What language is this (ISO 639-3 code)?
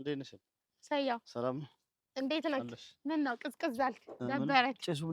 amh